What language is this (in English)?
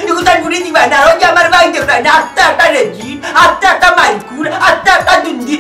Sylheti